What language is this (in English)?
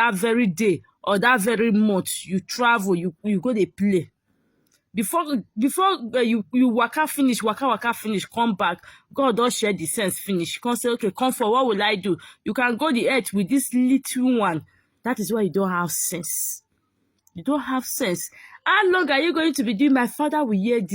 Nigerian Pidgin